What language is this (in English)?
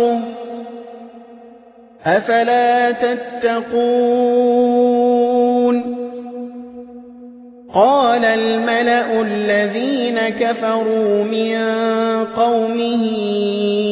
Arabic